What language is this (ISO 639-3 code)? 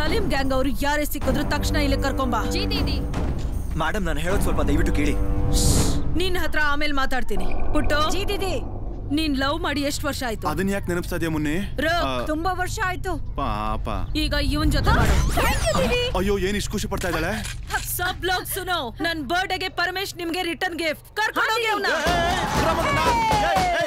kan